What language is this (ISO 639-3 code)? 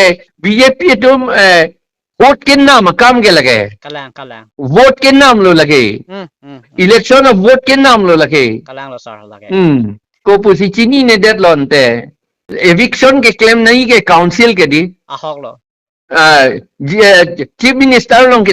mjw